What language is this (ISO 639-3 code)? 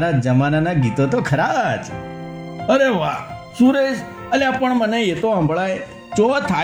guj